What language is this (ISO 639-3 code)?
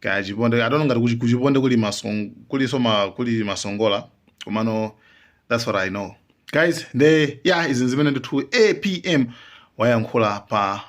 nya